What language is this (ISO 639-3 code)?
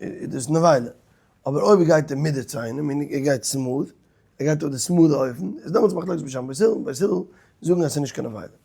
yid